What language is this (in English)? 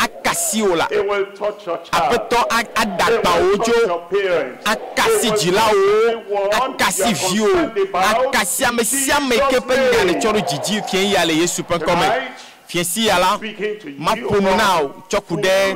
Ewe